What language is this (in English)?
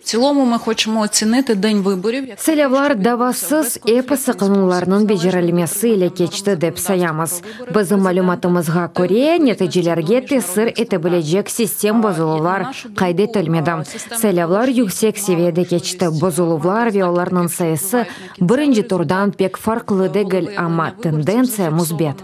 Crimean Tatar